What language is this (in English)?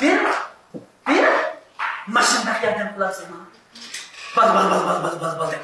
Uyghur